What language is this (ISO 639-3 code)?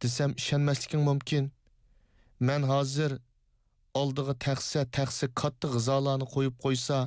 uig